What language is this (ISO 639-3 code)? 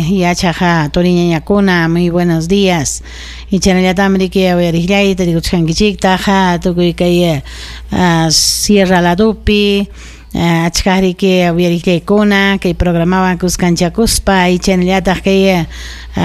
quy